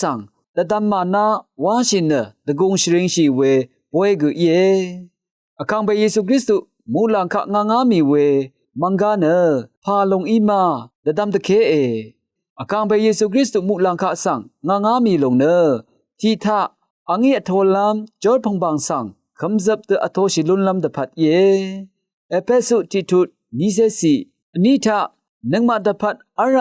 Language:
Rawang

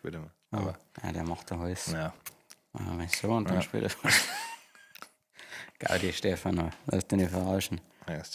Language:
Bavarian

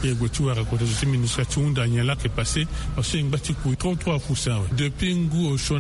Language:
Sango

